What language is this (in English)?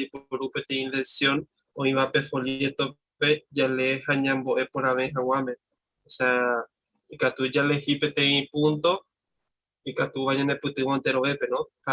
Guarani